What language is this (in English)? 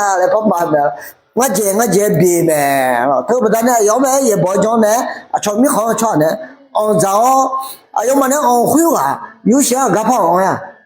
Akha